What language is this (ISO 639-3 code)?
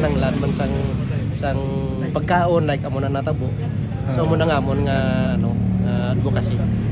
hil